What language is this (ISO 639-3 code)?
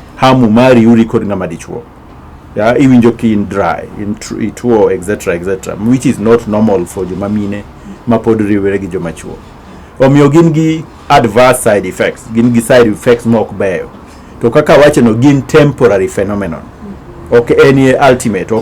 luo